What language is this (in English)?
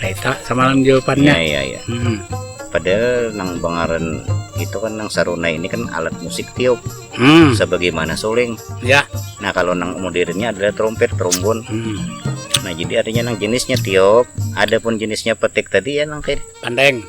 Banjar